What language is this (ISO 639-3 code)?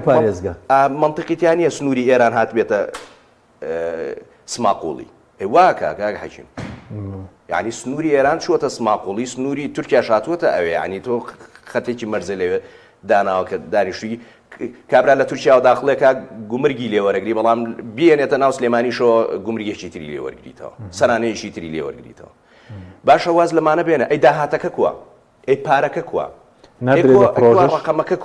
ckb